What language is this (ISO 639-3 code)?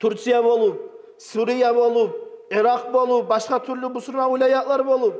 kum